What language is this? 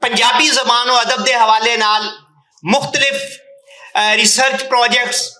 Western Panjabi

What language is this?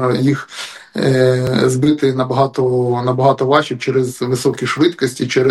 Ukrainian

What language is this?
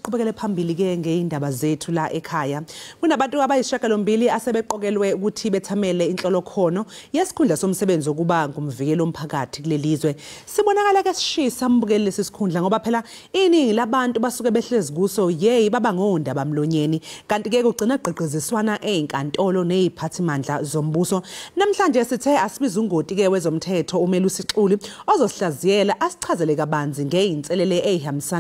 Zulu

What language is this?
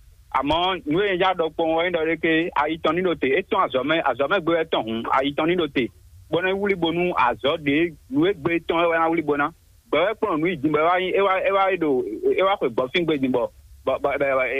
Fon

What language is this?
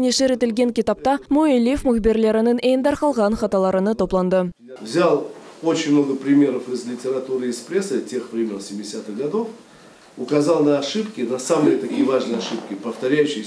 Crimean Tatar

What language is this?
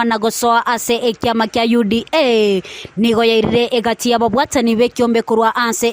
Gusii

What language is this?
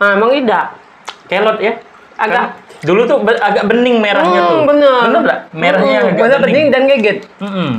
Musi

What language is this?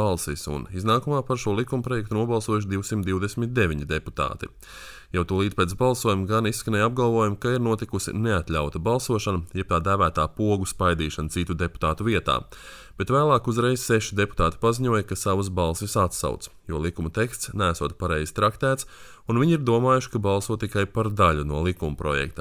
Latvian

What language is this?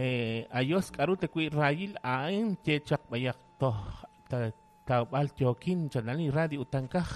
Kekchí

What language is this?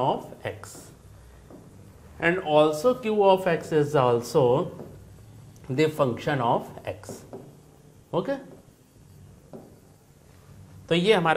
Hindi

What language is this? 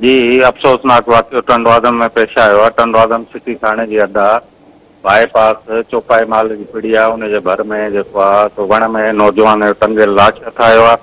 Sindhi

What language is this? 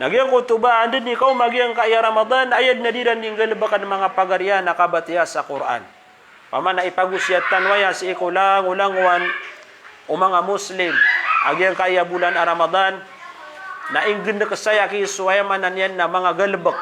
Maranao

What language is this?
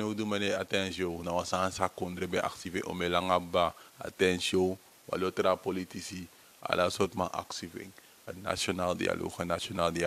Sranan Tongo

